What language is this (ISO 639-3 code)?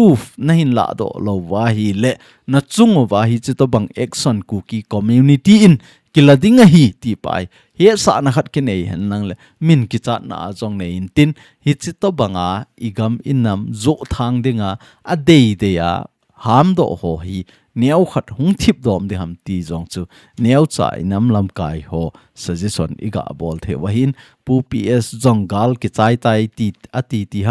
tcz